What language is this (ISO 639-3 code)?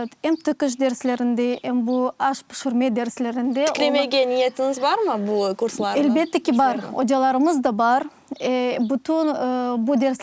crh